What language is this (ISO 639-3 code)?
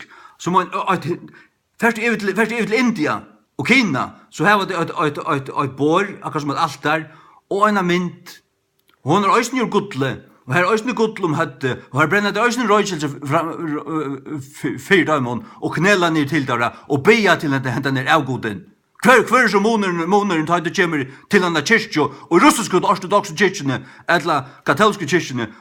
fao